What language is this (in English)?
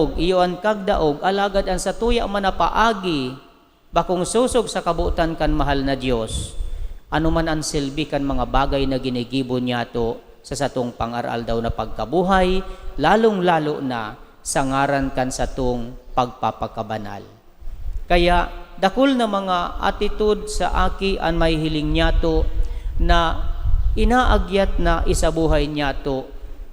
Bikol